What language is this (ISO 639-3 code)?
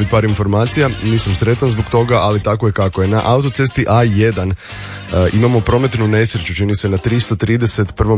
hrv